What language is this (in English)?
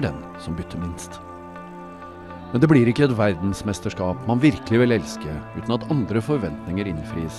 Norwegian